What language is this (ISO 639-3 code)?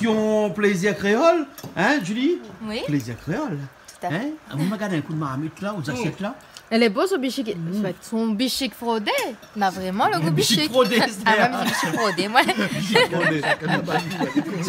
rcf